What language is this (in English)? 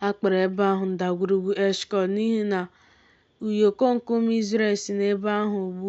Igbo